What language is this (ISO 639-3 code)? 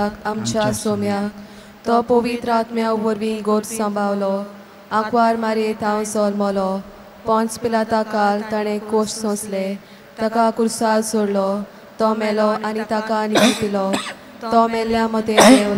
kok